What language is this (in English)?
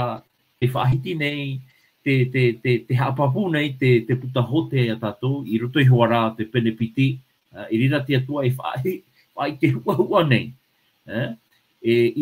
Tahitian